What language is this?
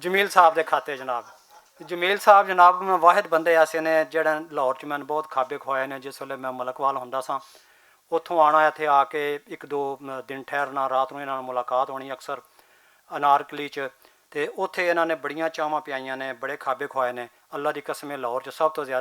Western Panjabi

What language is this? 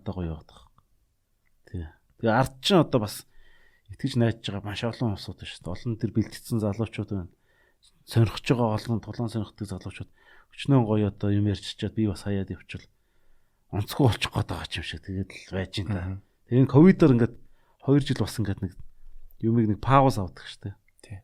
Mongolian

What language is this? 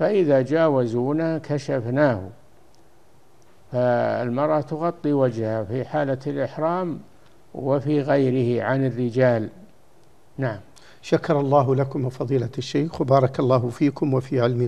Arabic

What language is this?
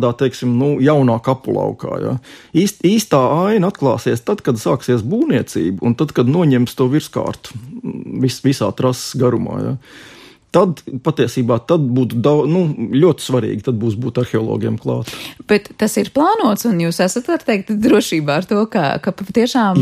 Latvian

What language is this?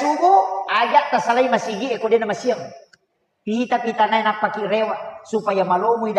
Buginese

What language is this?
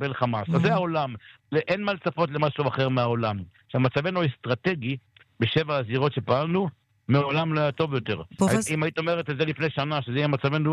Hebrew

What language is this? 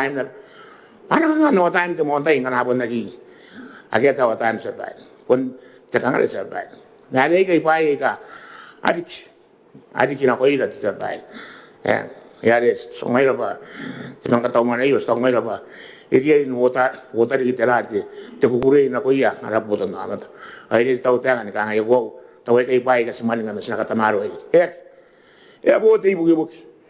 Gilbertese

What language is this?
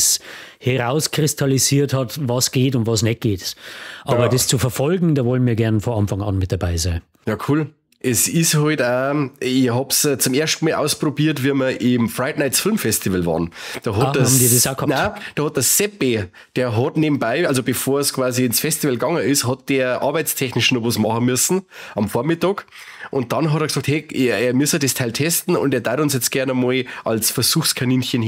Bavarian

